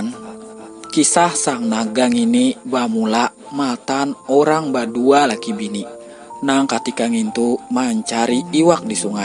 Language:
Banjar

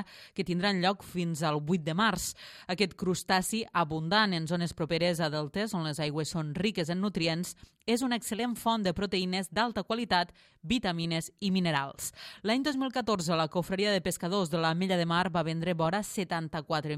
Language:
Catalan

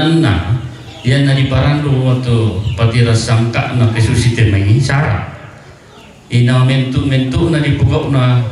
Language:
Toraja-Sa'dan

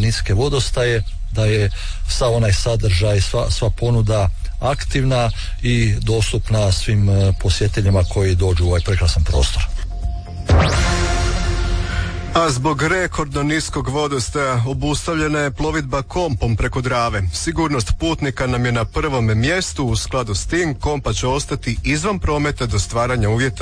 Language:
Croatian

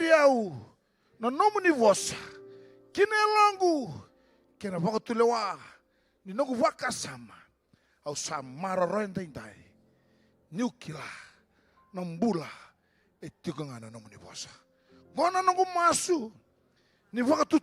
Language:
Fijian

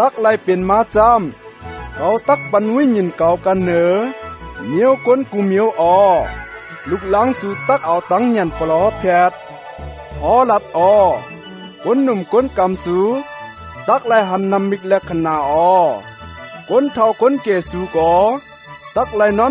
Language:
Shan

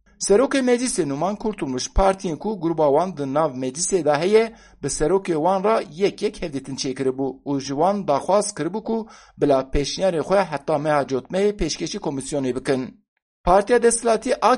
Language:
Kurdish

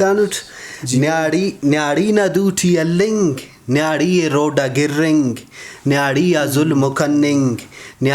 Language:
Brahui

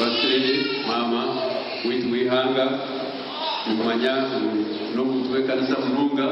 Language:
Nyankole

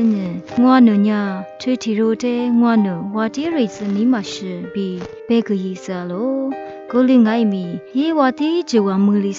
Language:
Lisu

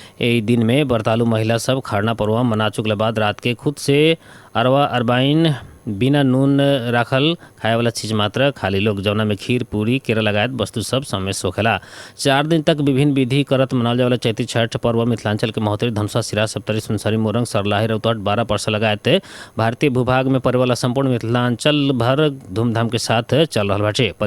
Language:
Bhojpuri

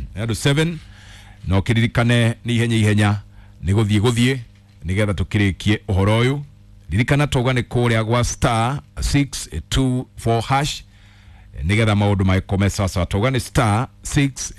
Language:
Kikuyu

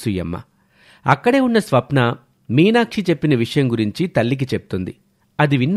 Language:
Telugu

